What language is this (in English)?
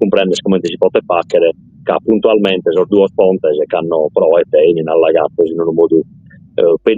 Sardinian